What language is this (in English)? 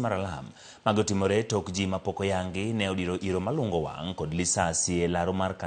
Luo (Kenya and Tanzania)